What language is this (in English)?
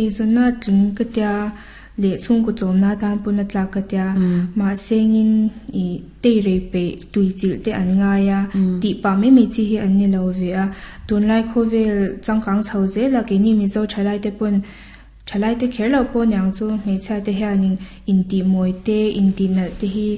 Mizo